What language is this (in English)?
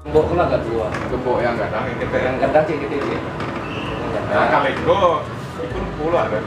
Minangkabau